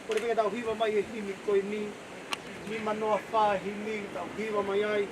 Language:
Tongan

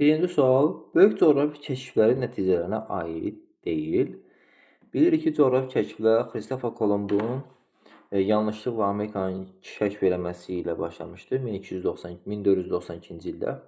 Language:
Azerbaijani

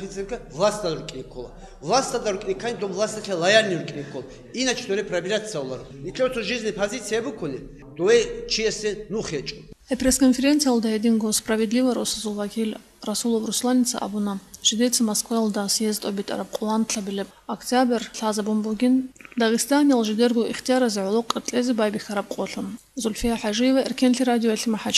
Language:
Avaric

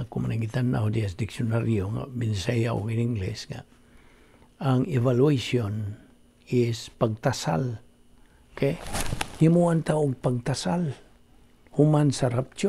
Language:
Cebuano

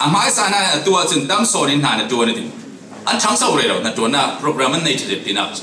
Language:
Falam Chin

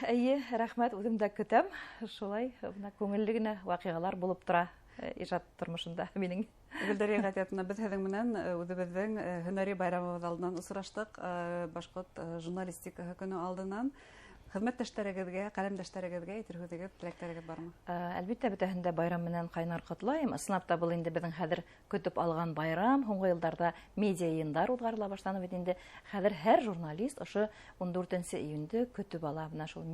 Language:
Bashkir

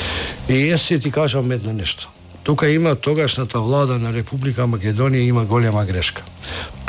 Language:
Macedonian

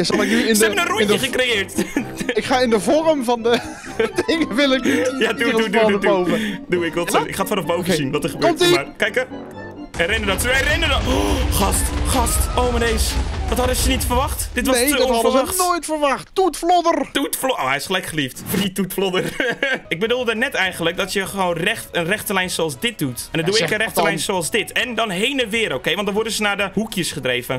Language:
Dutch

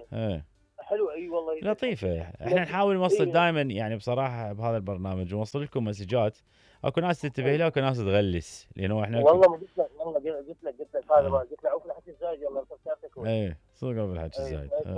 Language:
Mesopotamian Arabic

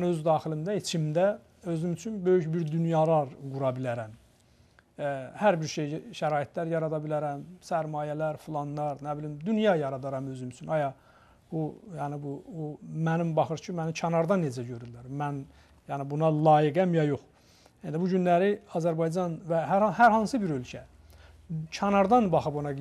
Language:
Azerbaijani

